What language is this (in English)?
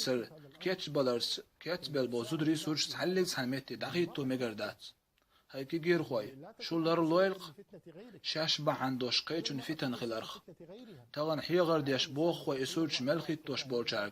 Chechen